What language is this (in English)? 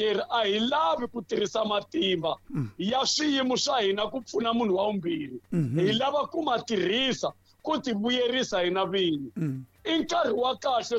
Tsonga